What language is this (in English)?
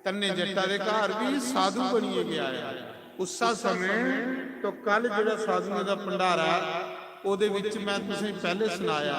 Dogri